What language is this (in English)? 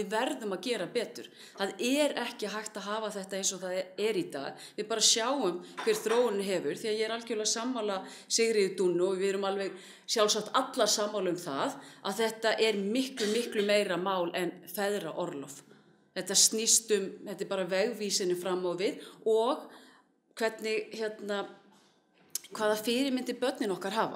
Icelandic